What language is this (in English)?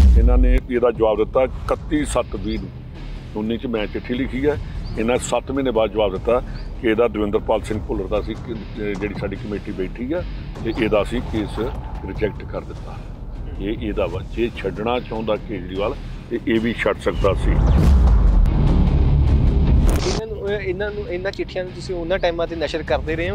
Punjabi